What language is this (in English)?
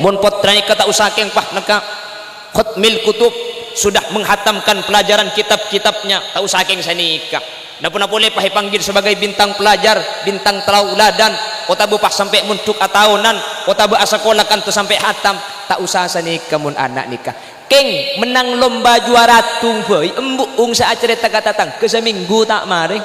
Madurese